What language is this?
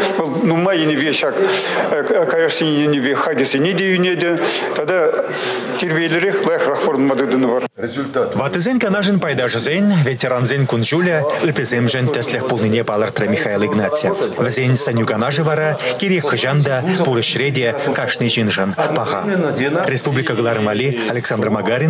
Chuvash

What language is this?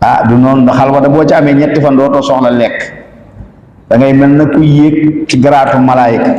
Wolof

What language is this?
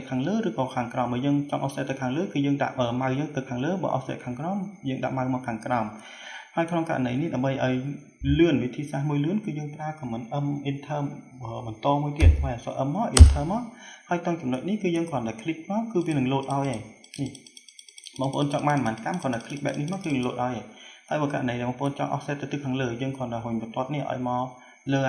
Khmer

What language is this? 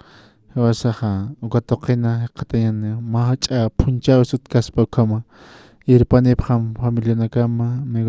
Aymara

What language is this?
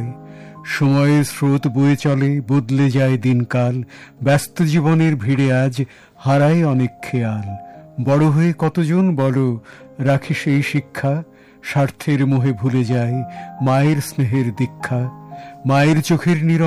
Bangla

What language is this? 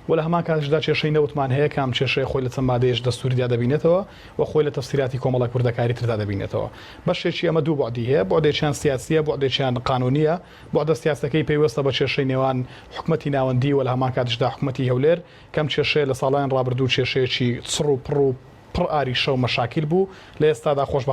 Central Kurdish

